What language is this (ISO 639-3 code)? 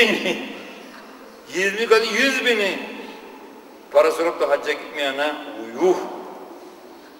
tur